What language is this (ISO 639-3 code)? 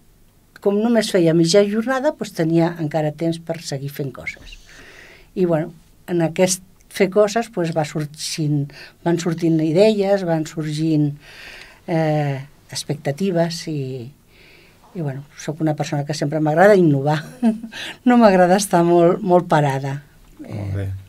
cat